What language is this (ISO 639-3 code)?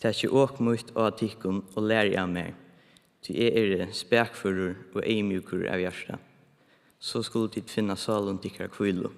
fao